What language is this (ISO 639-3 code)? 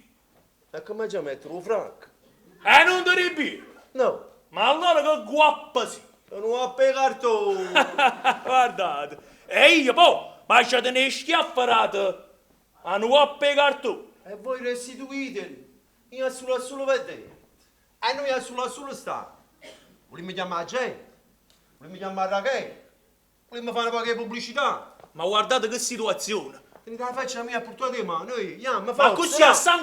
nap